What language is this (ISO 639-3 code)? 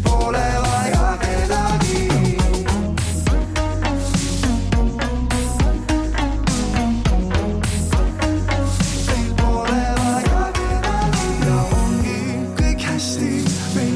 est